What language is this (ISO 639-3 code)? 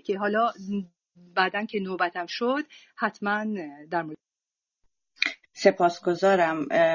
fas